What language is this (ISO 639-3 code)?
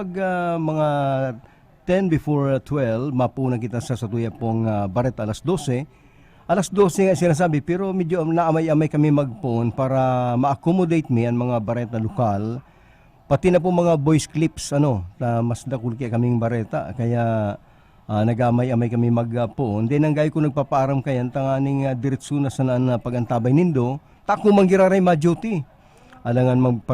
bik